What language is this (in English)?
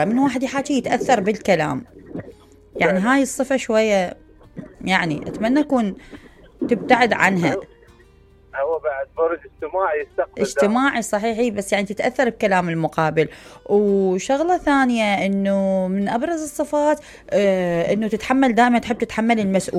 Mesopotamian Arabic